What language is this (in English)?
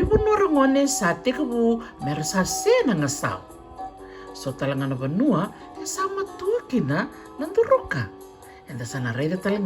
Fijian